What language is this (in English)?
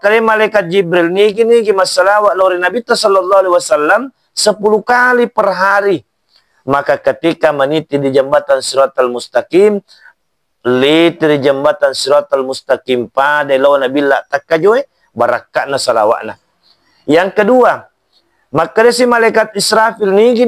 Buginese